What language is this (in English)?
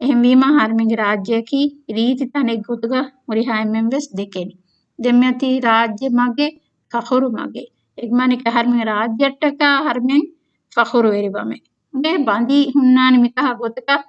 Divehi